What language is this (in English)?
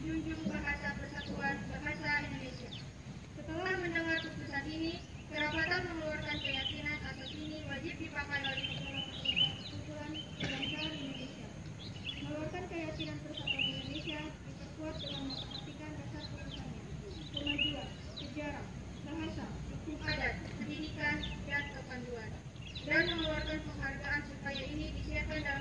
Indonesian